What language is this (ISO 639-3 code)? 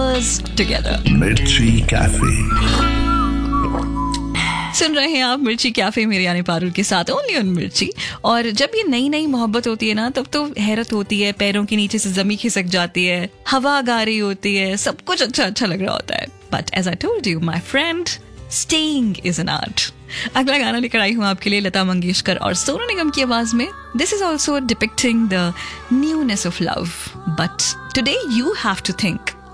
hin